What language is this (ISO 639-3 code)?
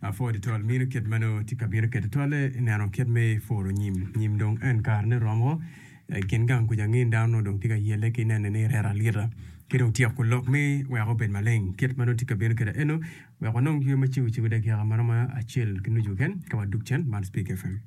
ach